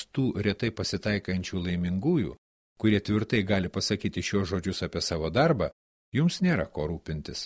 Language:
Lithuanian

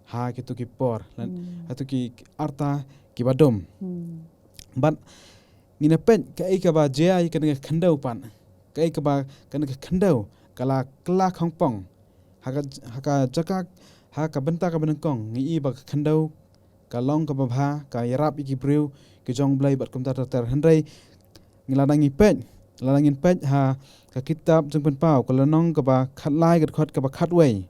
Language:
Khasi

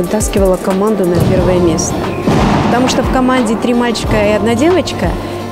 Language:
Russian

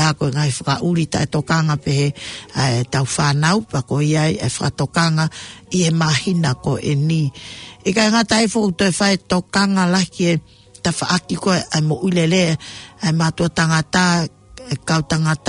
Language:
Tongan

